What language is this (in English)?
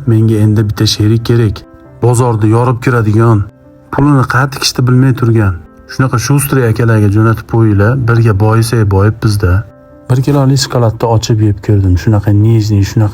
Uzbek